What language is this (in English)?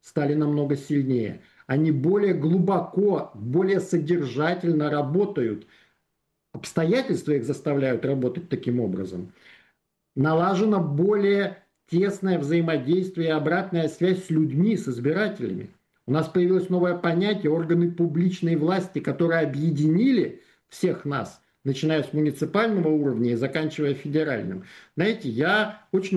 Russian